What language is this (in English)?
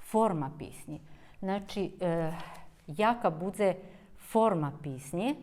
Rusyn